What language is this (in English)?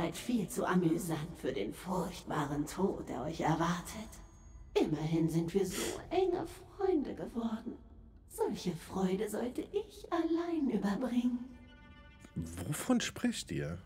German